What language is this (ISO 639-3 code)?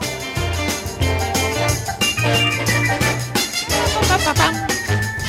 eus